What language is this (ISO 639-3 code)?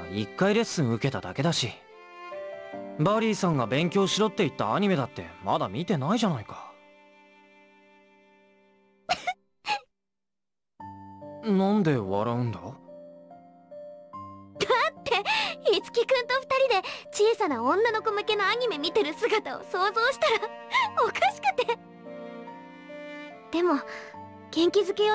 jpn